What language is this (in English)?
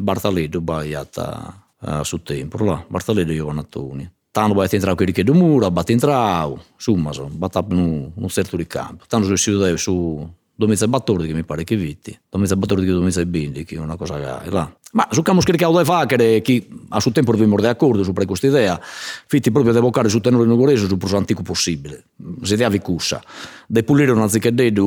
Sardinian